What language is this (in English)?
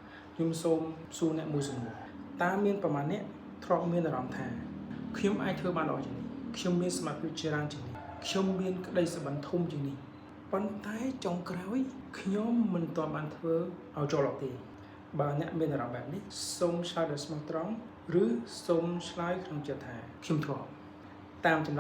Khmer